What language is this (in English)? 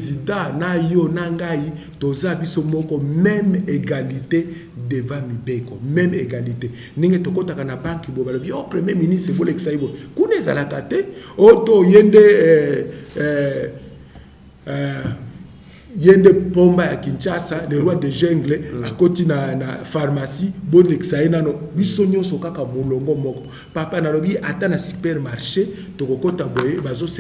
Lingala